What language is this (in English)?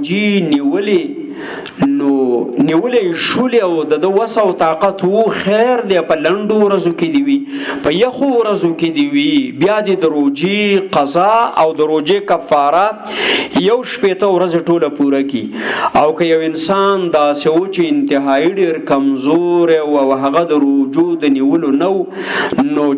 Pashto